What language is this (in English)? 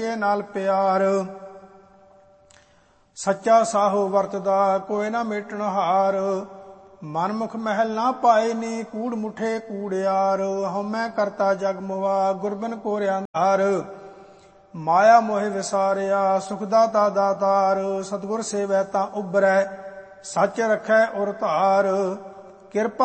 Punjabi